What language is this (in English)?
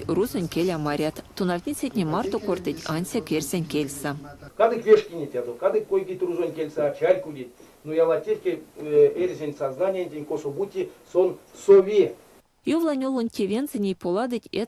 Erzya